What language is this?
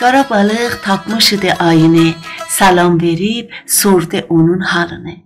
South Azerbaijani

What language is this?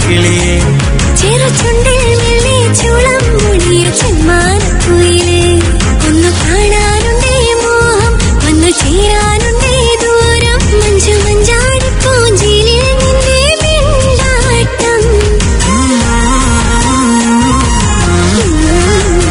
Malayalam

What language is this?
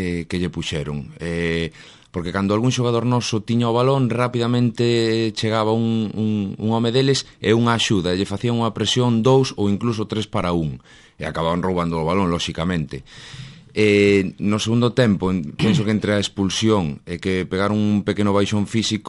Galician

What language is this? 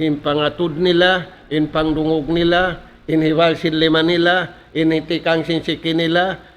Tausug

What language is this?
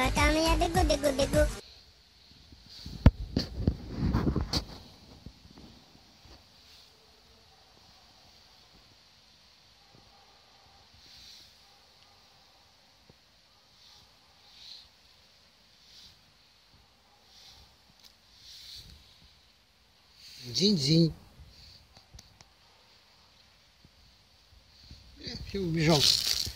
Russian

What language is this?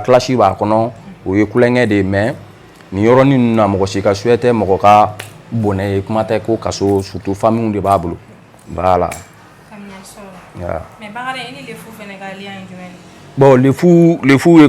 Bambara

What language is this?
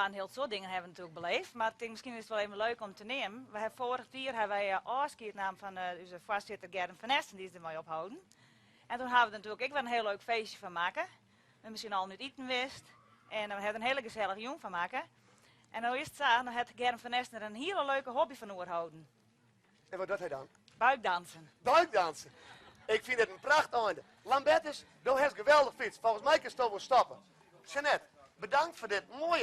Western Frisian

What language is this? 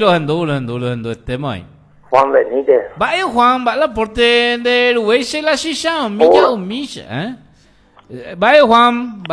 Guarani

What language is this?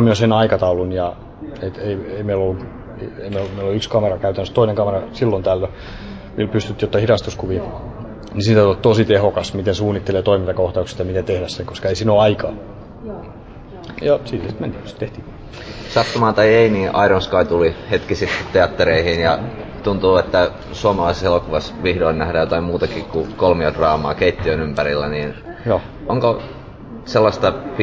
Finnish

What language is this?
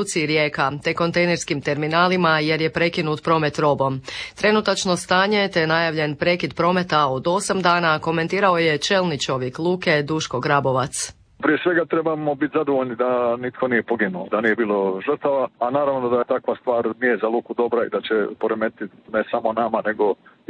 Croatian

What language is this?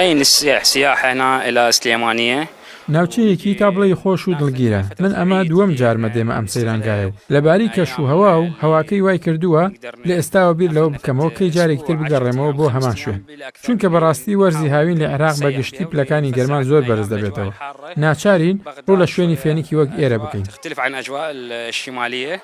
Central Kurdish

